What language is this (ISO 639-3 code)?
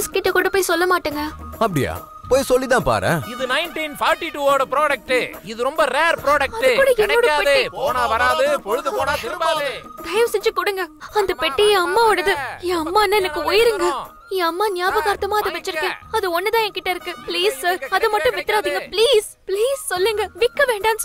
tam